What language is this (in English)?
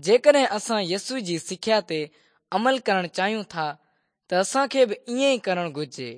Sindhi